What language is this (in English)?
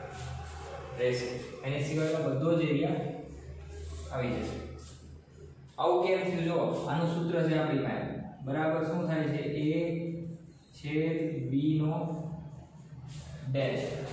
Gujarati